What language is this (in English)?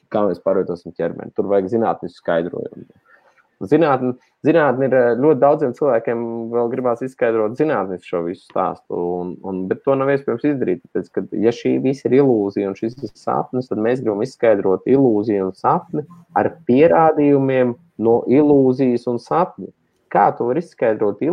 Latvian